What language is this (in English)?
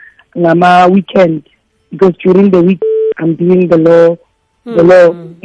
South Ndebele